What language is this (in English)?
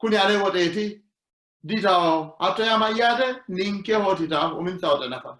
Sidamo